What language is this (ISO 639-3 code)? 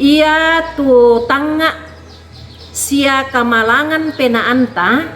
sda